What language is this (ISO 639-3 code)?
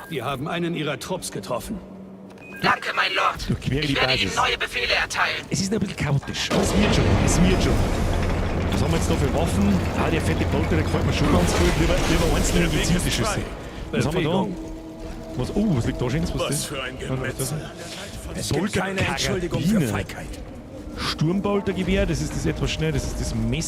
bar